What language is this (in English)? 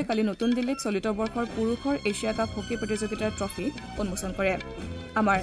Assamese